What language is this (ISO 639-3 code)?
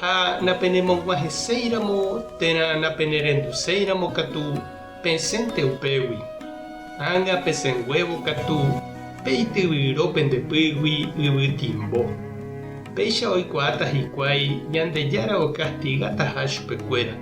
grn